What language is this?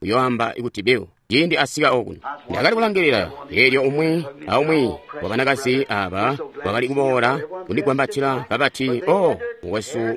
Tonga (Zambia)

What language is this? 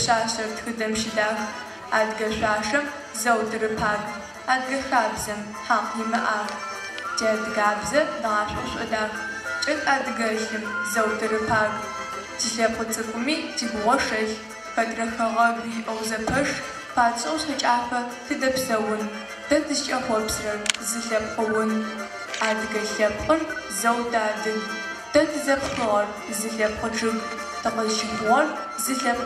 Adyghe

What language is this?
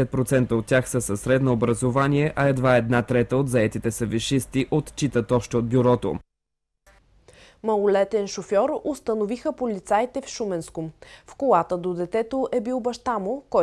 Bulgarian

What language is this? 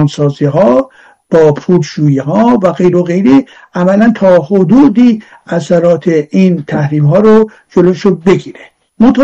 Persian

